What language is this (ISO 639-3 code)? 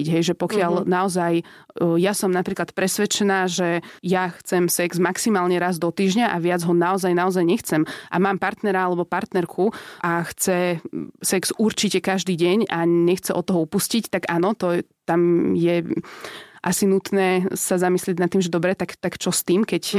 slk